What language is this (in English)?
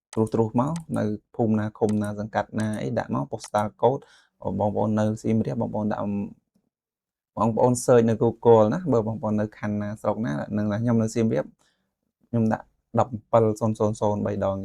Khmer